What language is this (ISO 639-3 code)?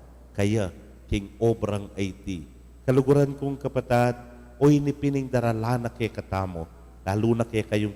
pam